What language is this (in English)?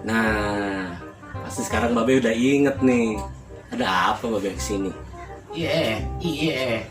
Betawi